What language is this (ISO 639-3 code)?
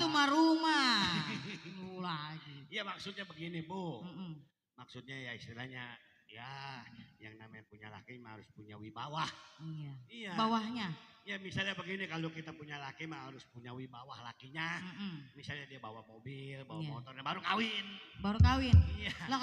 bew